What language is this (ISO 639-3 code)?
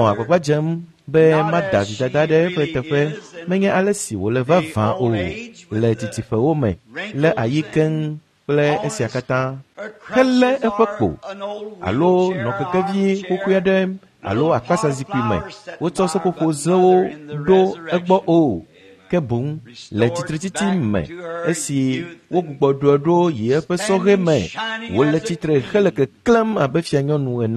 ewe